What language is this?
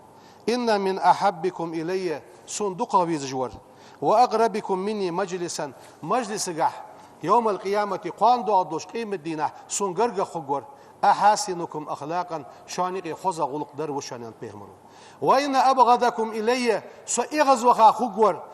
Ingush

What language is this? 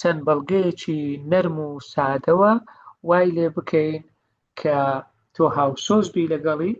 Central Kurdish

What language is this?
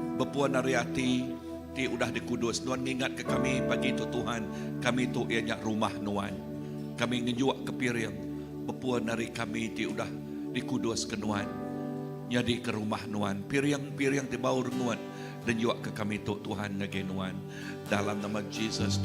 Iban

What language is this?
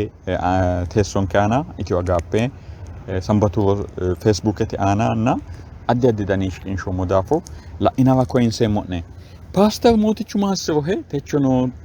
Sidamo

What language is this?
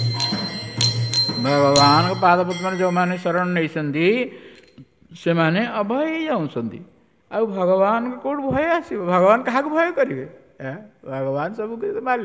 Odia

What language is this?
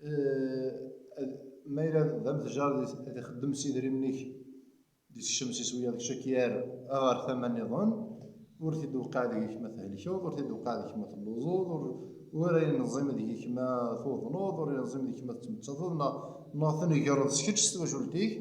Kabyle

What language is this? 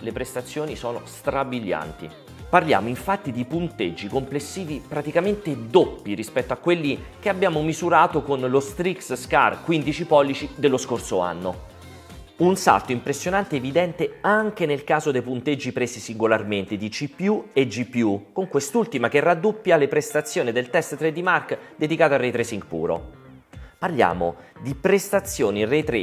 Italian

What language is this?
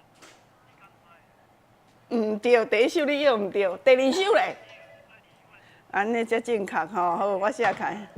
Min Nan Chinese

